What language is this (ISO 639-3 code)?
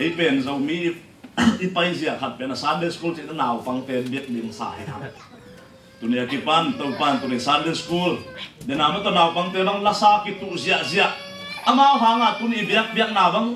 ctd